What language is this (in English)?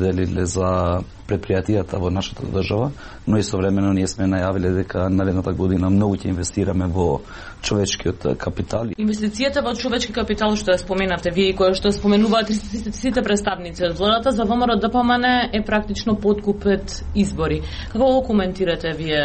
Macedonian